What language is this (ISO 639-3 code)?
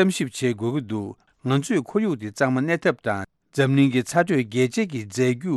bod